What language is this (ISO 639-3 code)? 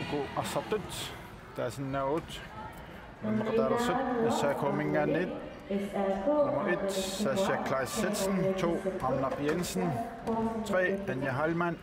kal